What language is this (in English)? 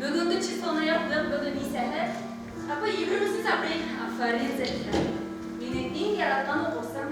Bashkir